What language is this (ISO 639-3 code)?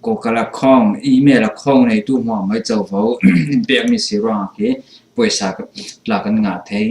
cfm